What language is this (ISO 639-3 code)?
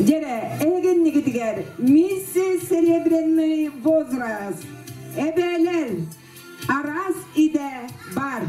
sah